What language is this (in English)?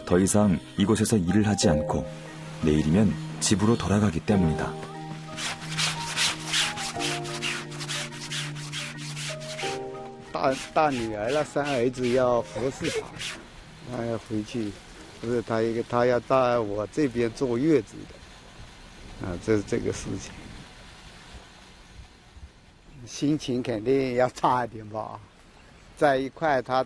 Korean